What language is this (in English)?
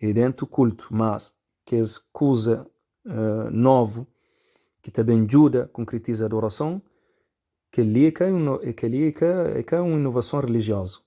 Kabuverdianu